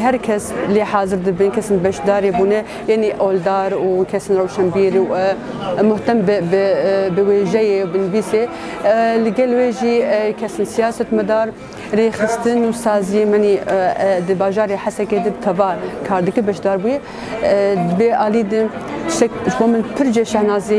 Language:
Kurdish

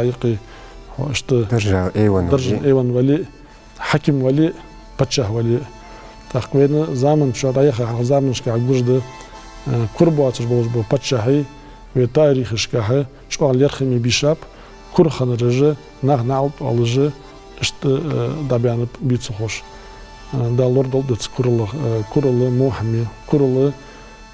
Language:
Ingush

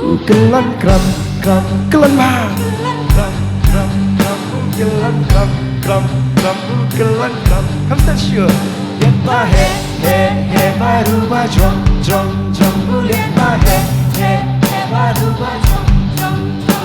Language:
Khasi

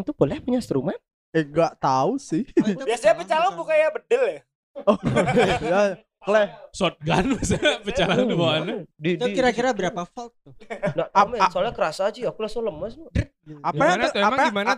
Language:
Indonesian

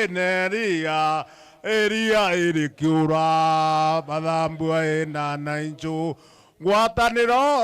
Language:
Meru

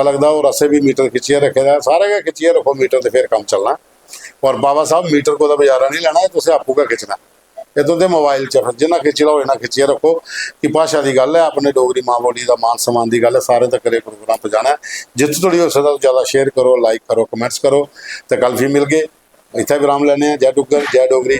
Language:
Dogri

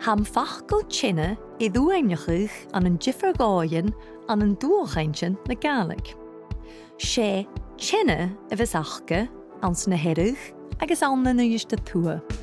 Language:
Scottish Gaelic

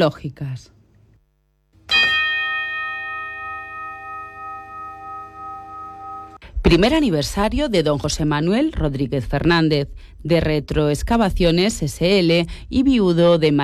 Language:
Spanish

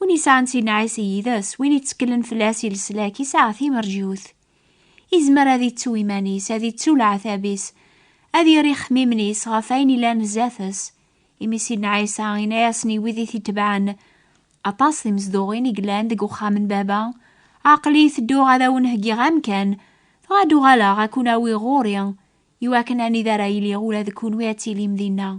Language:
Kabyle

